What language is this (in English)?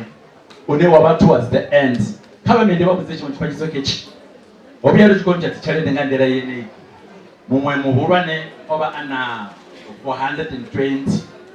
Venda